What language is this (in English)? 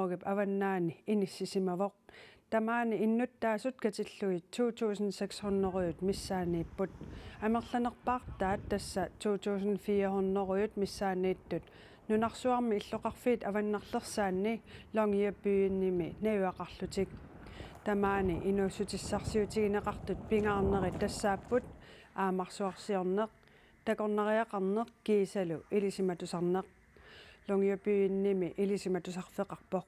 Kalaallisut